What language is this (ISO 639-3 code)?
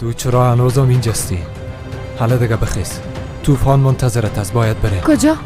fas